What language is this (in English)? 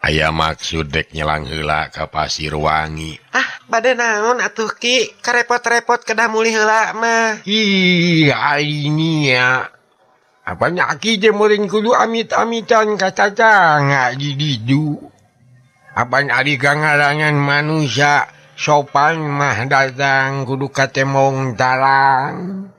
Sundanese